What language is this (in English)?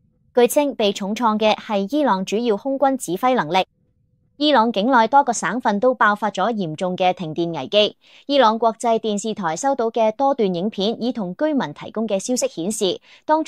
Cantonese